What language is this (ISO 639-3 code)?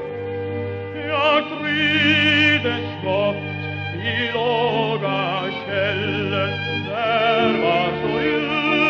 swe